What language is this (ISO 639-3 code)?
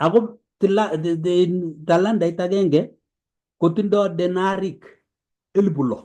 kln